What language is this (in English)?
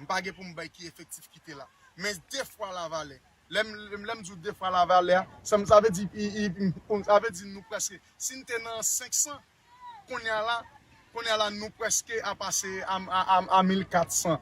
Haitian Creole